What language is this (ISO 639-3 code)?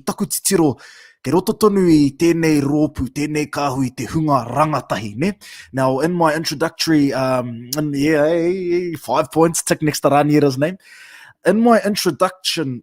mri